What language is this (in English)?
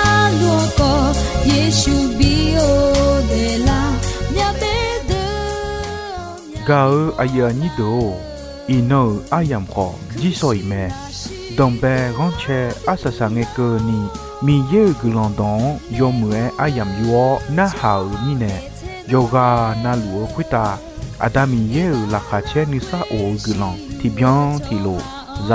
Akha